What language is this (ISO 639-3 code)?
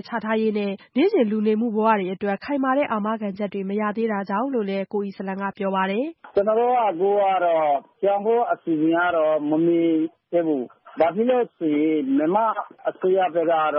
mya